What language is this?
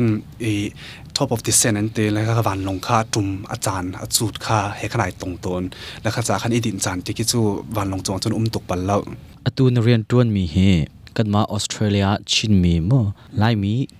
Hakha Chin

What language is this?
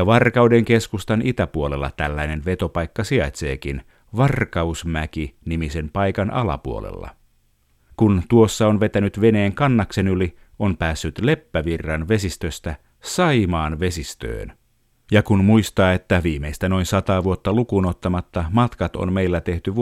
Finnish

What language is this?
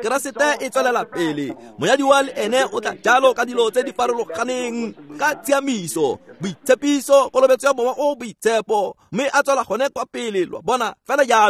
Tswana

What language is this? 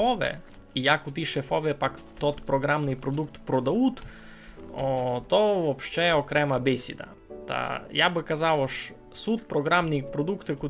Rusyn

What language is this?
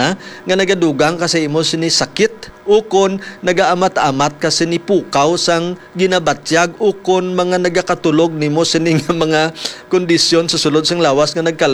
Hiligaynon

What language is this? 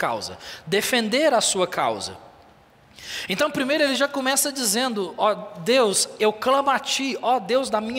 Portuguese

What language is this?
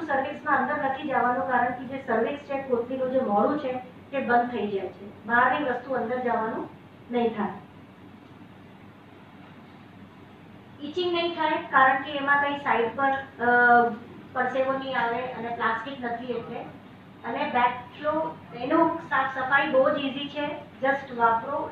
Gujarati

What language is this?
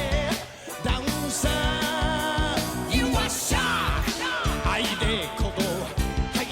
Welsh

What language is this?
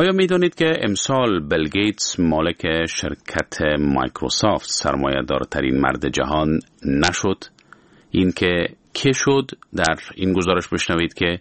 Persian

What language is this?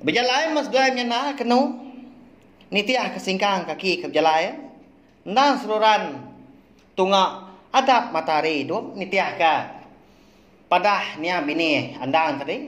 Iban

